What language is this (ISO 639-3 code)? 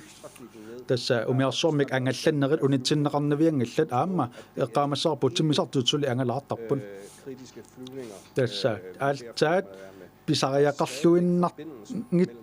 kal